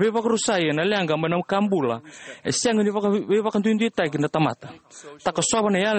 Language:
Fijian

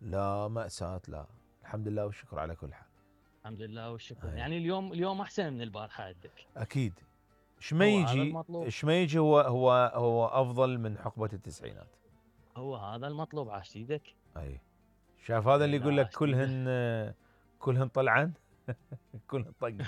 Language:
Mesopotamian Arabic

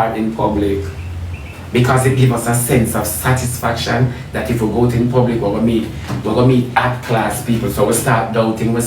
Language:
Jamaican Creole English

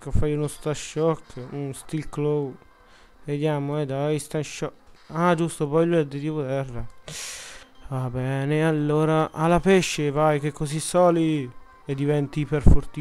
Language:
Italian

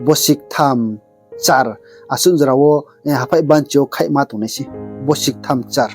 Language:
Riang (India)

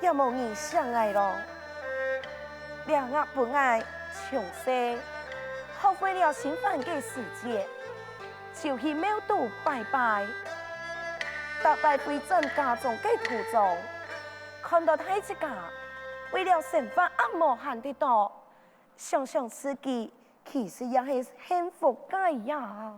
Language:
Hakka Chinese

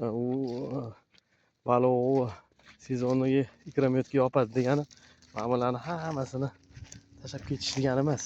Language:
Uzbek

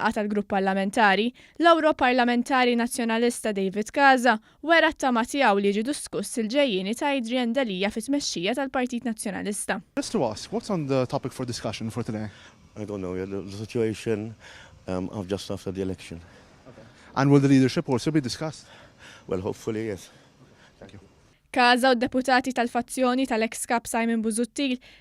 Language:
Maltese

